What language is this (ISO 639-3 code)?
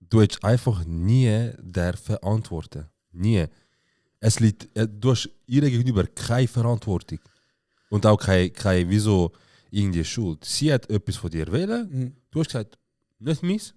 gsw